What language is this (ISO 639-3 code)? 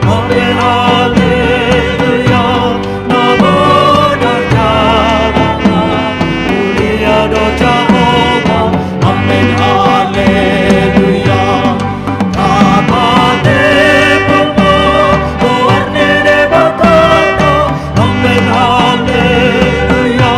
bbc